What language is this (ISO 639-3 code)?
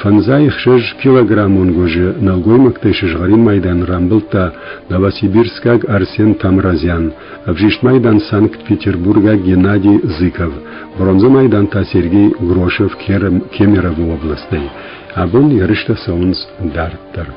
oss